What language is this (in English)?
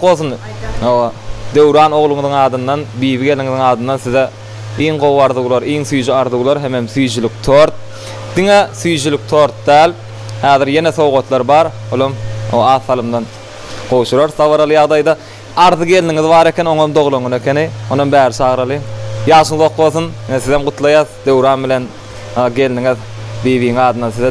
Turkmen